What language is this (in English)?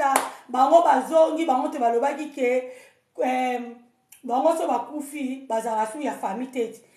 Lingala